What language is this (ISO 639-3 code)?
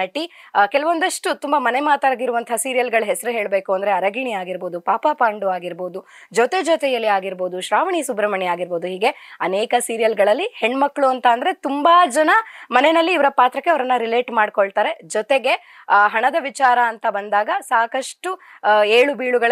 kan